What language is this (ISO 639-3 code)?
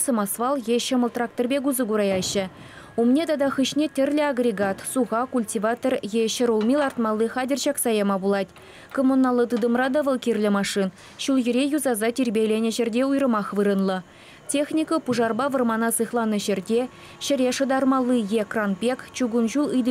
chv